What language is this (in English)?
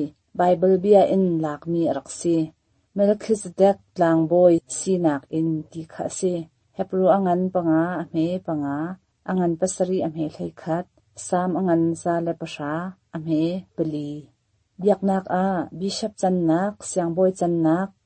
Hakha Chin